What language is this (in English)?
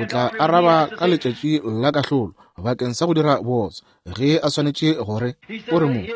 Northern Sotho